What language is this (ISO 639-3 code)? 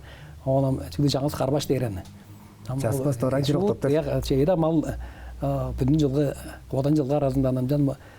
tyv